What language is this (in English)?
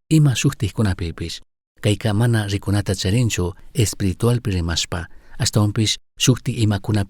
Chimborazo Highland Quichua